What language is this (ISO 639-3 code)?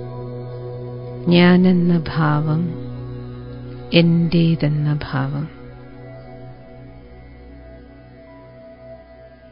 mal